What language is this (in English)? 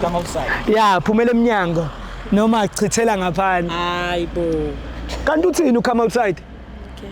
Zulu